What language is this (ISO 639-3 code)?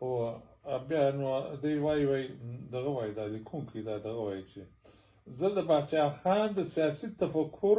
pus